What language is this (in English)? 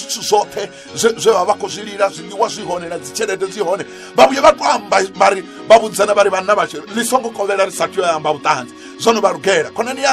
Venda